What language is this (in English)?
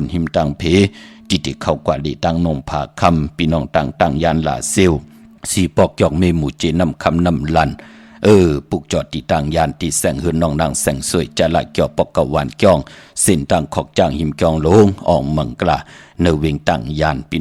Shan